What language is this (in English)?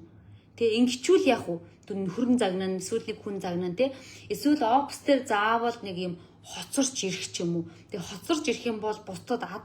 Mongolian